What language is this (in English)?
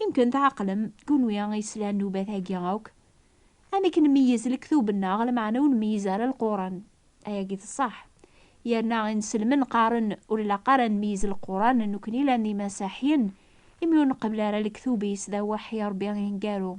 Kabyle